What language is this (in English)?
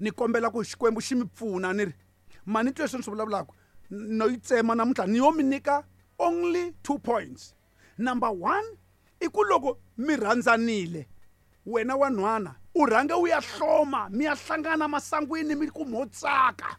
Tsonga